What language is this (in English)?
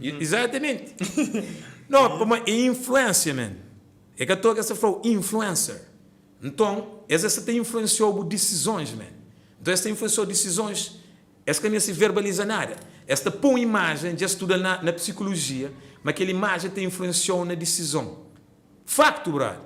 Kabuverdianu